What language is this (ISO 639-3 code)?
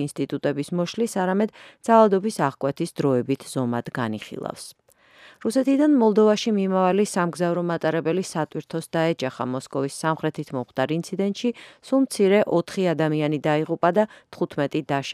kat